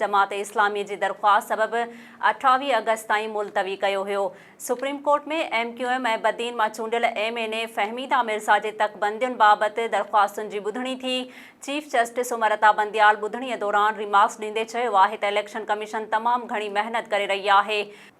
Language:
Sindhi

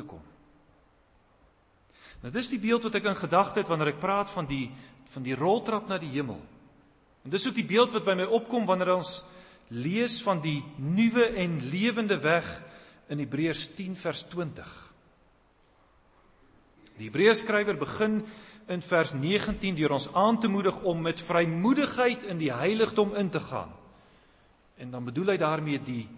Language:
Afrikaans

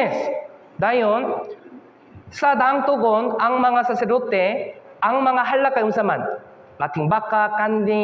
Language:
Cebuano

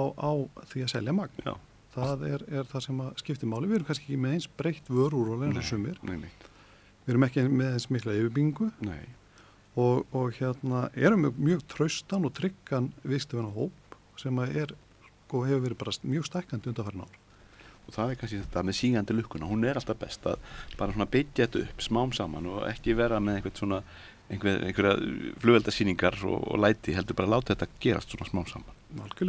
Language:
Icelandic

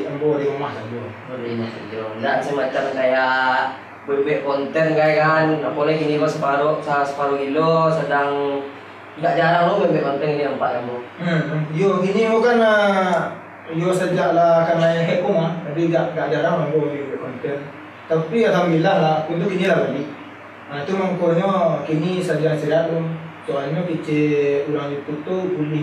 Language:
Minangkabau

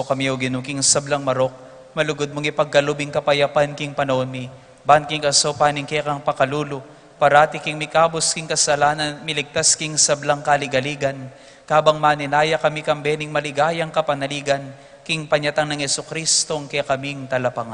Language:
Pampanga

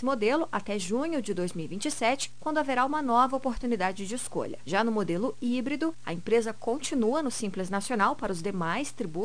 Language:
Portuguese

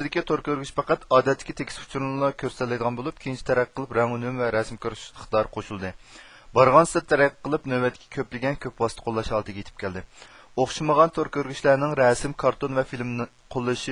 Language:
Uyghur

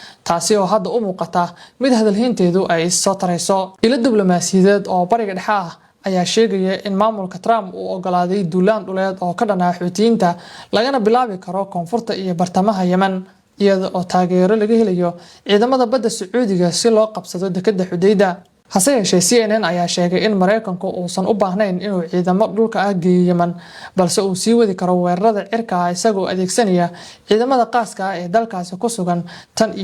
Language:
Somali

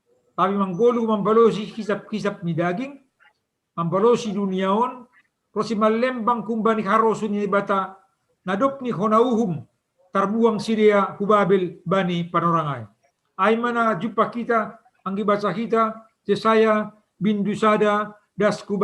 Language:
Batak Simalungun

